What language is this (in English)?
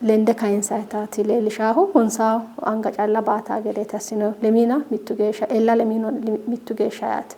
Sidamo